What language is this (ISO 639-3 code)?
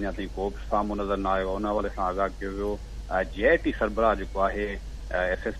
snd